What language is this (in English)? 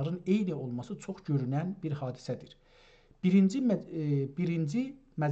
South Azerbaijani